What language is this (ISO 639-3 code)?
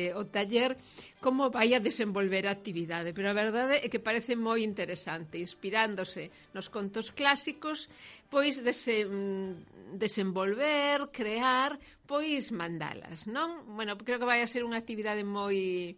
glg